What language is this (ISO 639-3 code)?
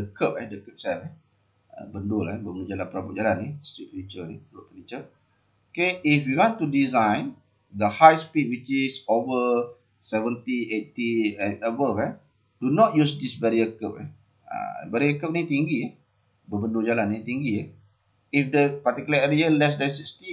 msa